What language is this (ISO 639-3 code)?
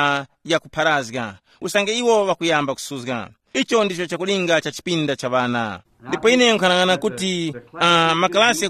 tum